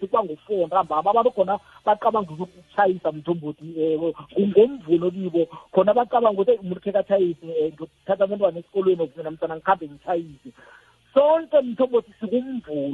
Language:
South Ndebele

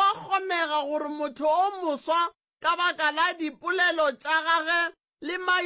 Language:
Northern Sotho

